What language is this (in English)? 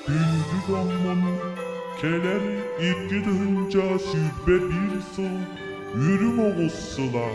Yakut